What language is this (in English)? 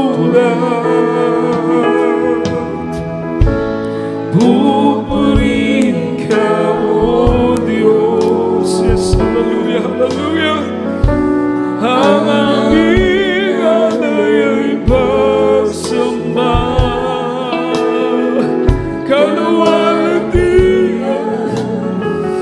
Filipino